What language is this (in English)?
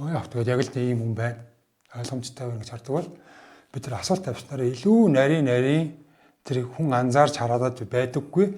Mongolian